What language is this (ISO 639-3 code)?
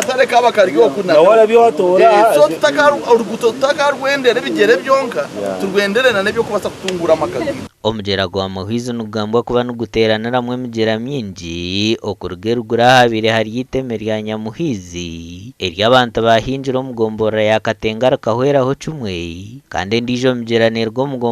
nyn